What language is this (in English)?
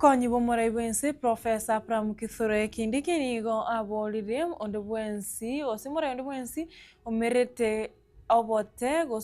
Gusii